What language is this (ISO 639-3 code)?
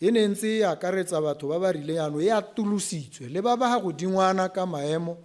tsn